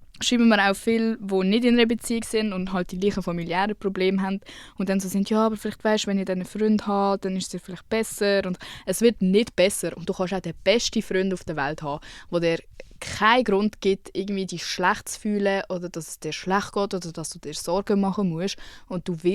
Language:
Swiss German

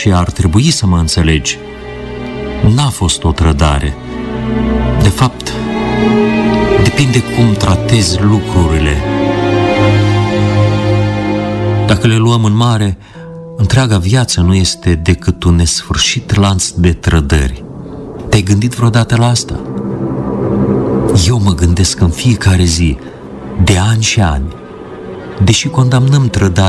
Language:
Romanian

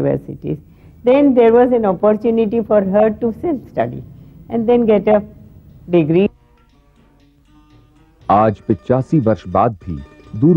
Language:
Hindi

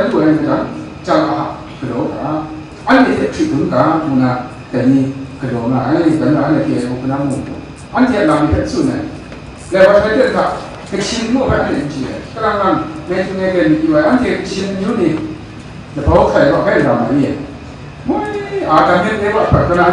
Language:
Kachin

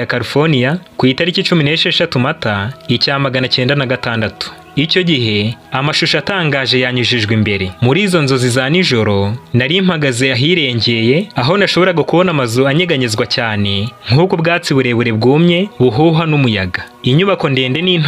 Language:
Kinyarwanda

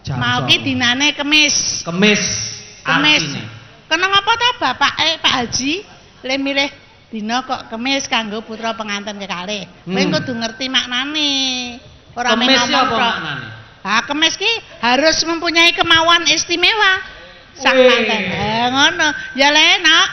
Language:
Javanese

